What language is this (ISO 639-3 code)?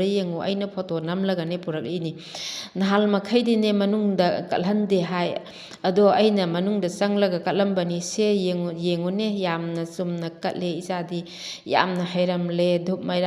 mni